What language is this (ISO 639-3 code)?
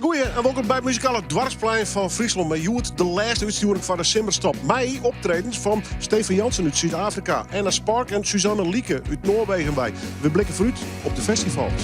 fry